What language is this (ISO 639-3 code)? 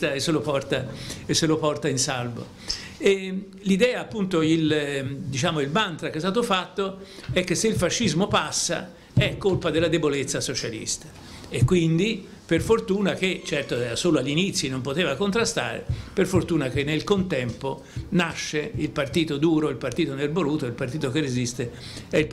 ita